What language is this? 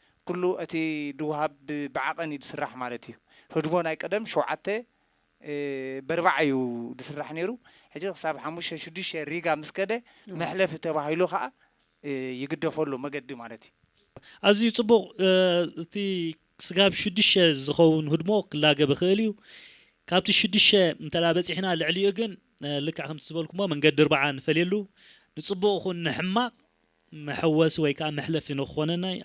Tigrinya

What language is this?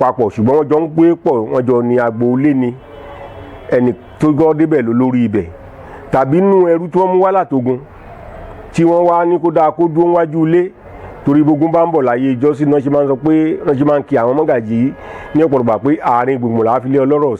Yoruba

